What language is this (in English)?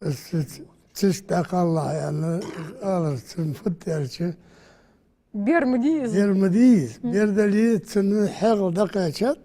Ingush